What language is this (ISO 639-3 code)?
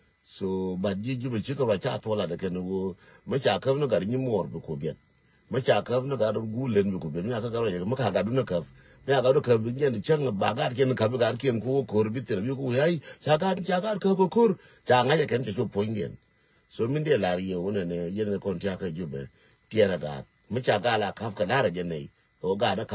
nus